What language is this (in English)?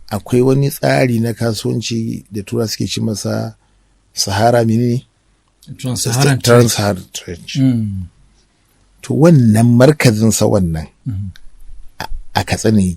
Hausa